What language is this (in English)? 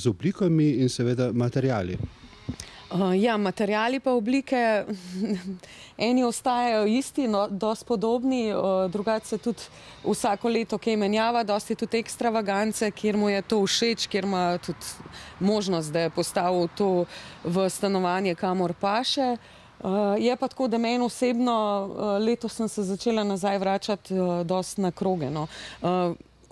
Slovenian